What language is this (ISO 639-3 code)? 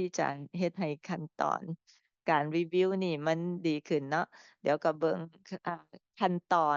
lao